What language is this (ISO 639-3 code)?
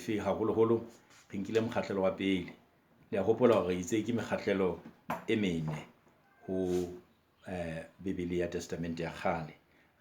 sot